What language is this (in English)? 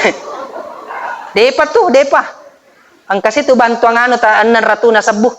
Buginese